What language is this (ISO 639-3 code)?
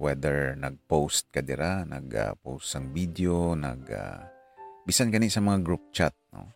hil